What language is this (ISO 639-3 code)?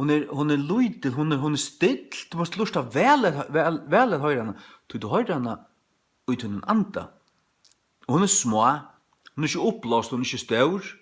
fao